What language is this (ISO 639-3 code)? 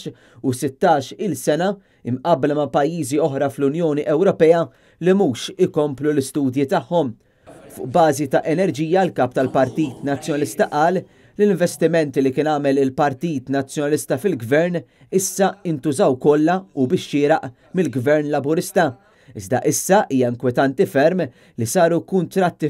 mlt